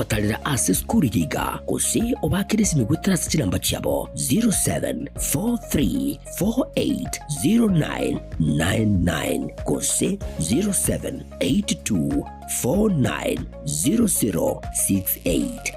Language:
Gusii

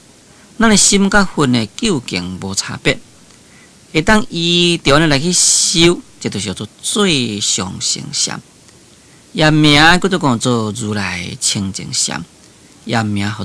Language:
Min Nan Chinese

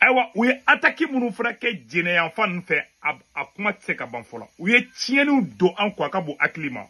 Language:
Bambara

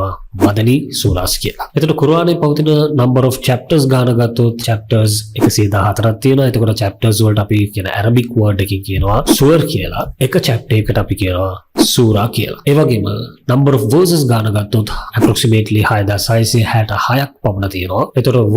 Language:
Sinhala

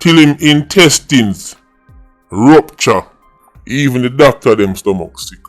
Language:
Jamaican Creole English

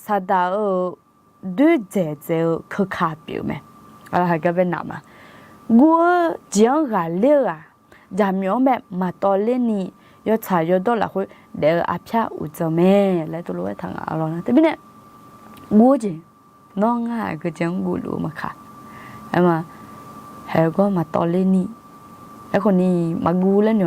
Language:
Akha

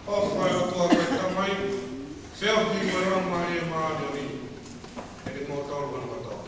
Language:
Tongan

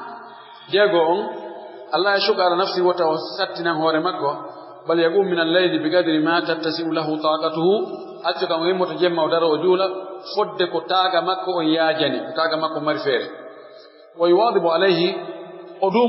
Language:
Pular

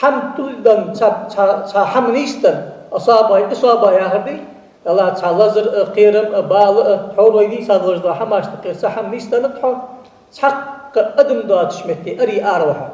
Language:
Ingush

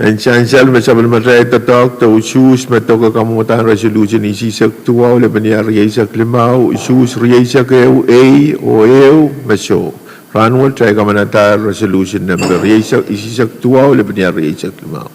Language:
Pohnpeian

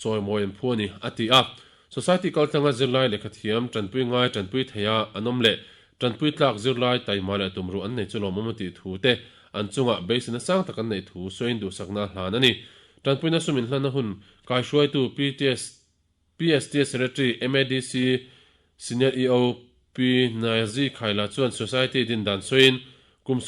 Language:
Mizo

